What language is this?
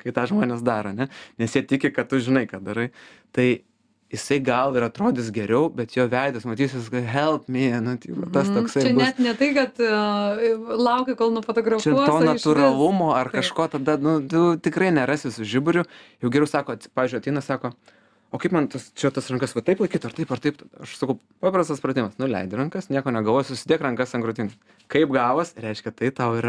Lithuanian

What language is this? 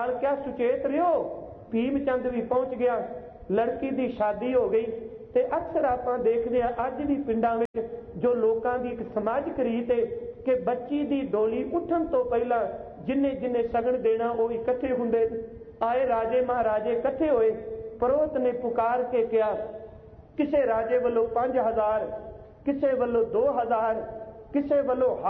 Punjabi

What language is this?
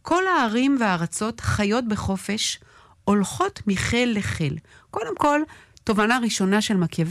Hebrew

